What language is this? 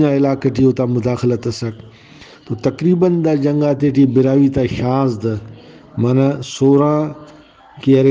Brahui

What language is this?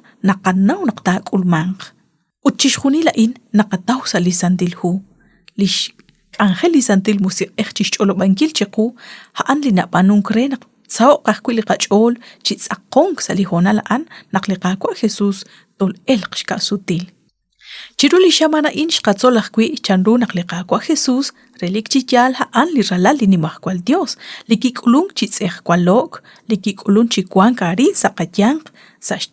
Kekchí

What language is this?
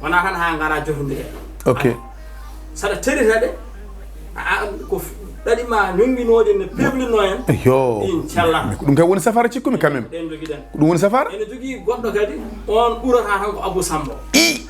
Fula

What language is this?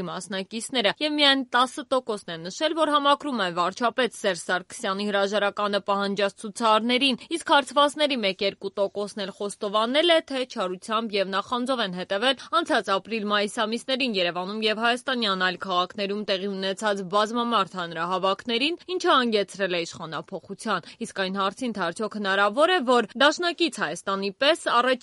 Armenian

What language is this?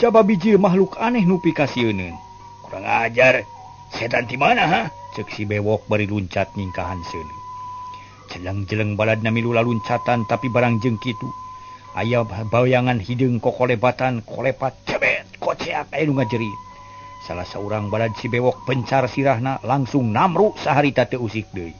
Sundanese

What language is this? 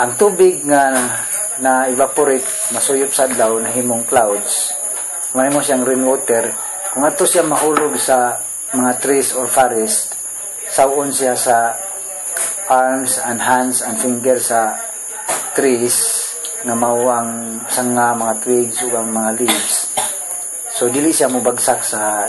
Cebuano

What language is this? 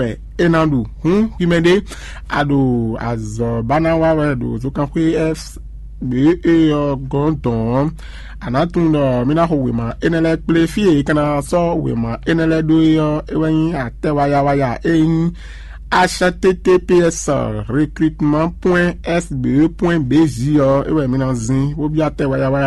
Fon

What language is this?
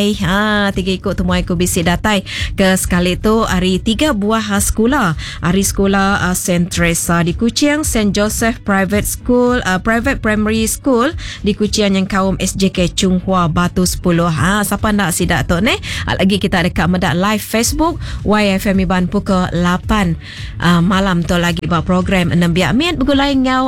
Iban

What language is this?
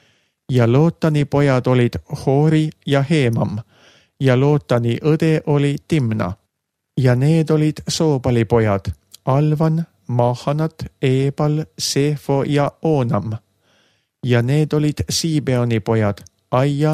Estonian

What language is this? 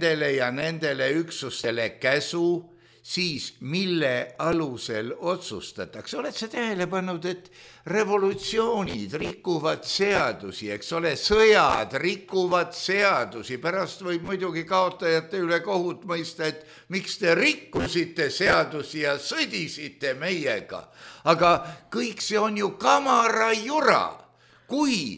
Estonian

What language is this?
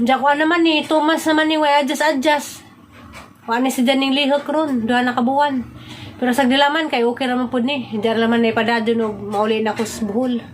Cebuano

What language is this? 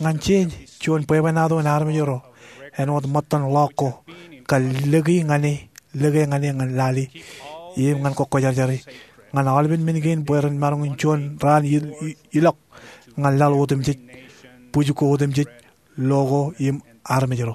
Marshallese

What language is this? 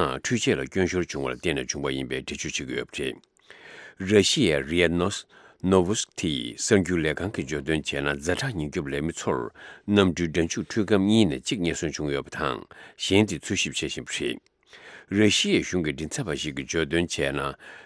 Tibetan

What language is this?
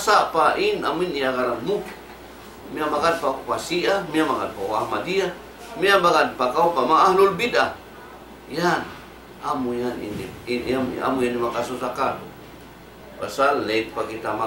Tausug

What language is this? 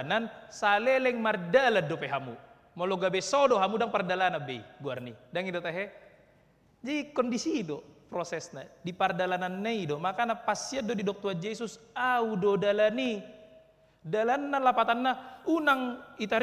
Batak Toba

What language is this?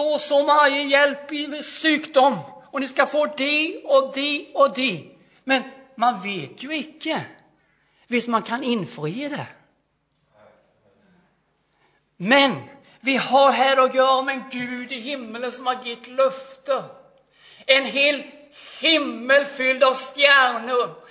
Norwegian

